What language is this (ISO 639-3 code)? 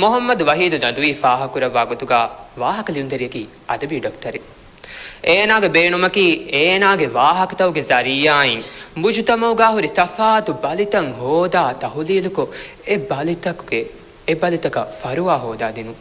div